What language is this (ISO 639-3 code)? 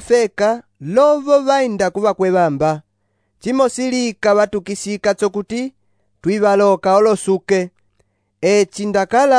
umb